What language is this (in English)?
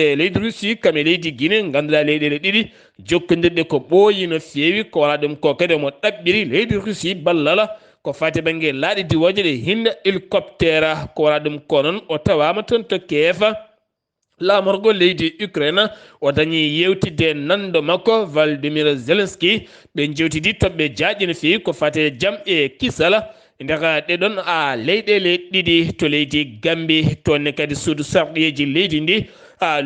Fula